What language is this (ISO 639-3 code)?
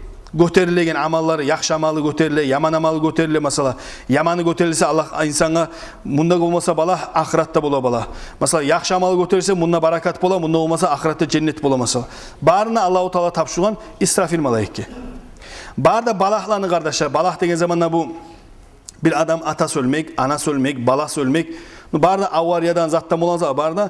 kum